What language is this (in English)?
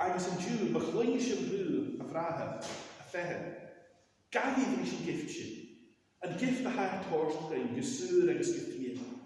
Scottish Gaelic